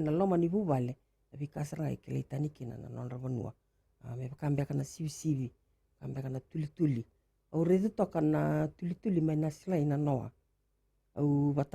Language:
Fijian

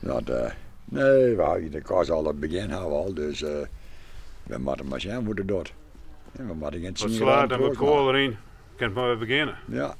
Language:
Western Frisian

